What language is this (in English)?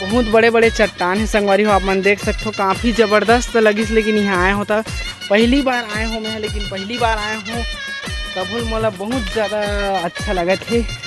Chhattisgarhi